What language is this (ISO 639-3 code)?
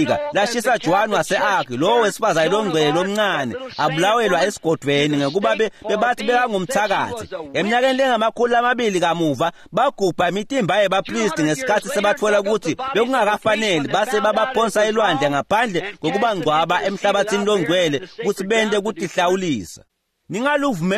ssw